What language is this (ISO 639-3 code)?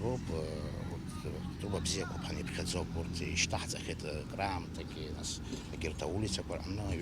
abk